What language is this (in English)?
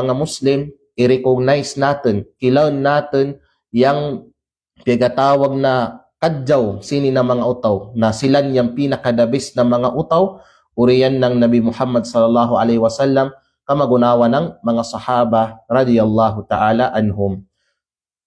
Kalagan